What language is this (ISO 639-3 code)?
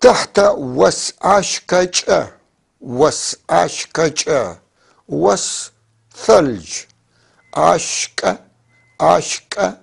apc